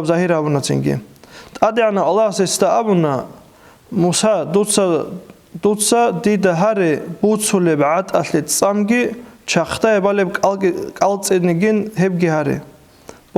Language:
Avaric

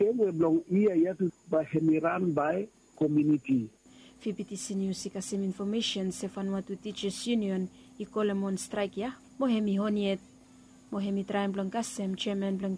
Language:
Bislama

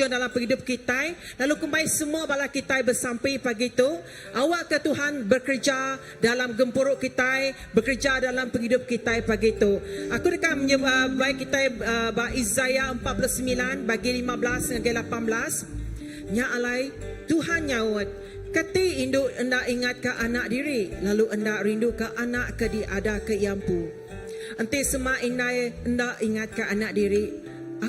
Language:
Iban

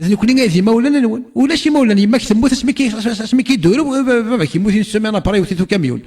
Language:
Kabyle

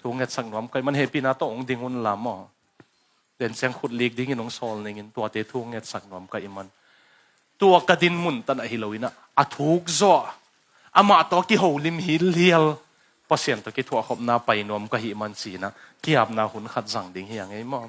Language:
Tedim Chin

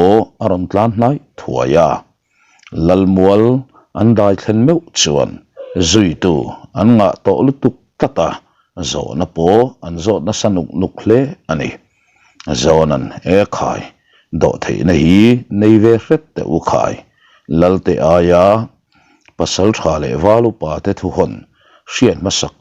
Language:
Mizo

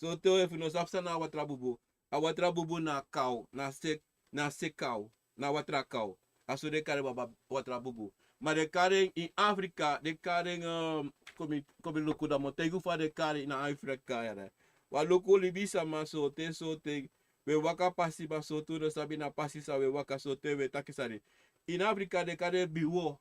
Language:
Sranan Tongo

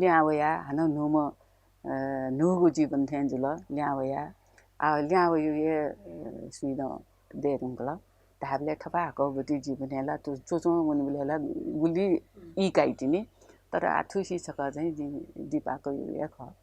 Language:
Newari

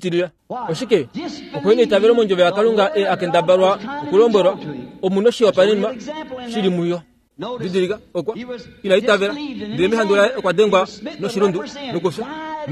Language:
Kuanyama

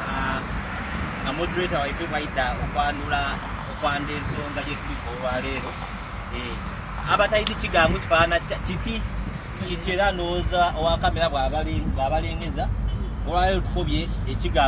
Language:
Soga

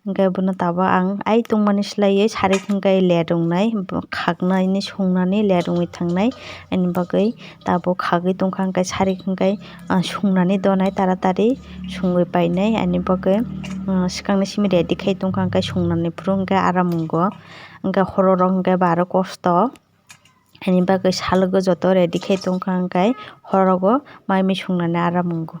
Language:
Kok Borok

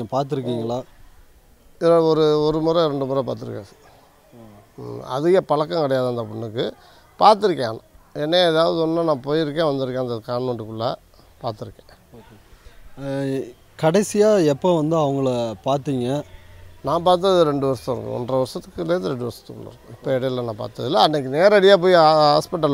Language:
Tamil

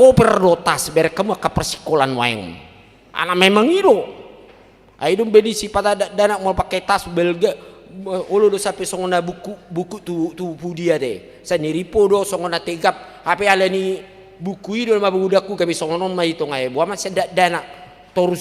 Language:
Batak Toba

